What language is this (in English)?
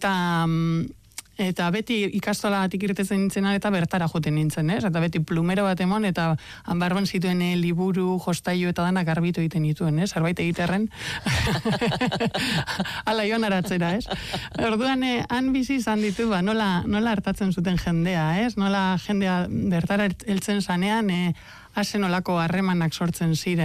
Basque